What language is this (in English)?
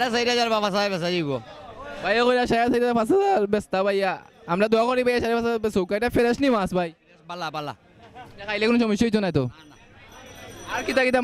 Sylheti